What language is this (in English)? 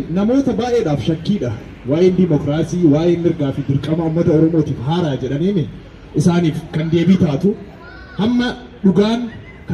Oromo